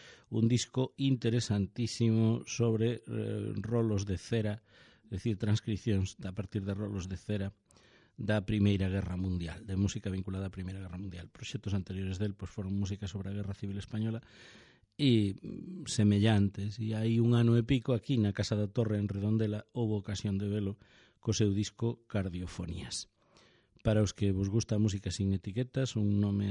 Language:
Galician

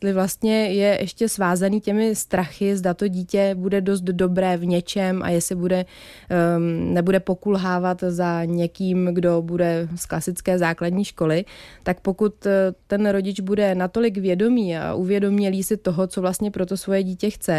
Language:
Czech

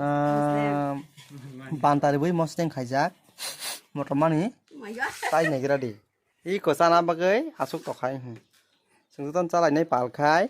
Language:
Kok Borok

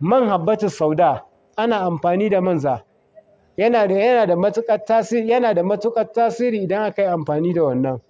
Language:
Hausa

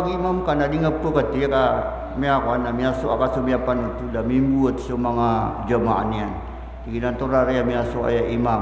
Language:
Maranao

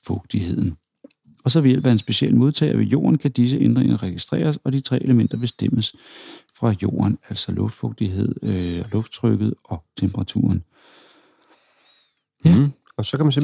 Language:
Danish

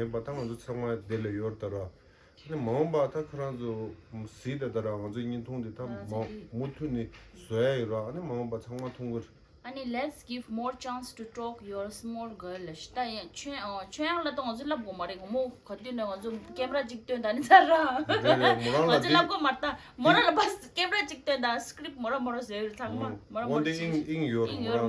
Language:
Tibetan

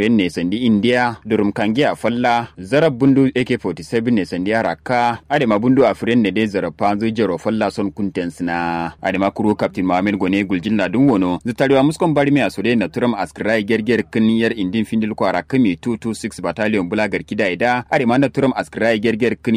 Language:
Kanuri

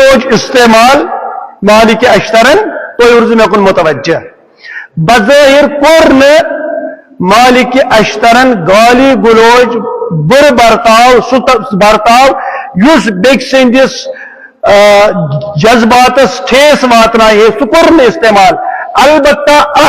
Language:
Kashmiri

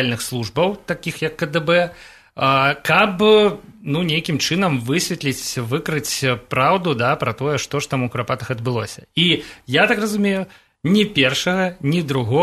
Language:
Belarusian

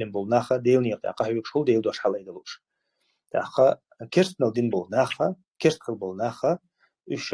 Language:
Chechen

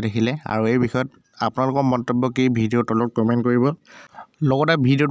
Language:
Assamese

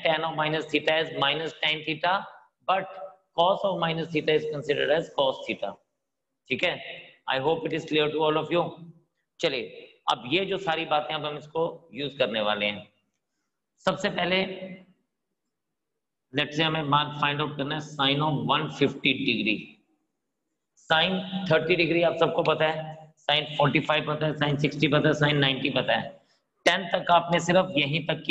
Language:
Hindi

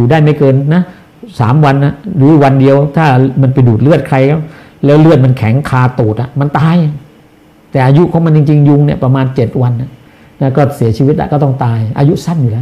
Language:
Thai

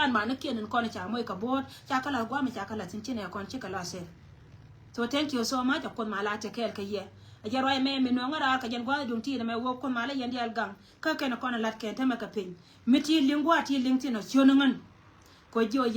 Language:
Nuer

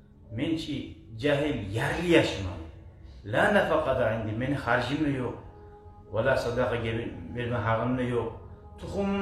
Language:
Kumyk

